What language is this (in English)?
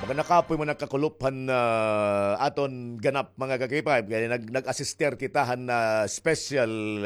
Waray